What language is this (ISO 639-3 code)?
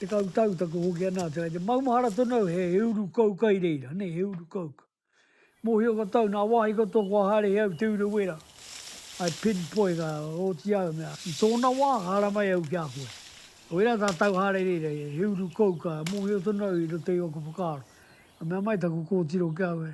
mri